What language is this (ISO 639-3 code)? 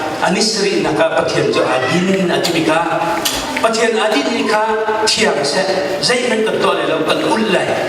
cnh